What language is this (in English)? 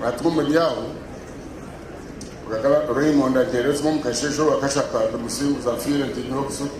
Nyankole